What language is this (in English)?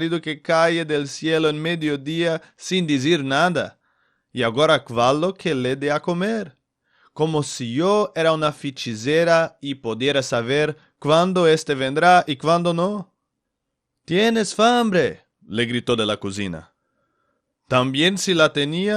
Ladino